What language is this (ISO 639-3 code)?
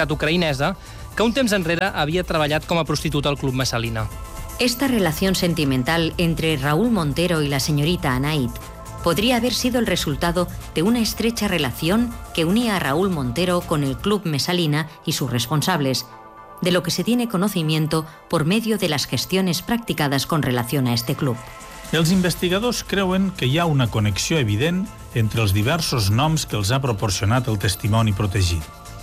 cat